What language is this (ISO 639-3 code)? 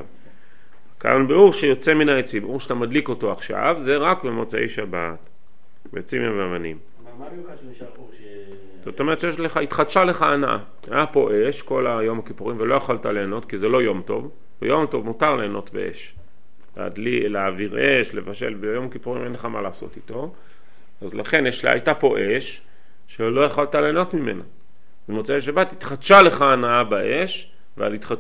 heb